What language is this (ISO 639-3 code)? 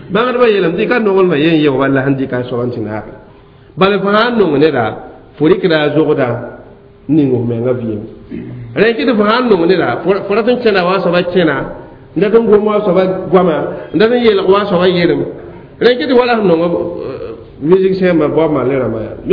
mos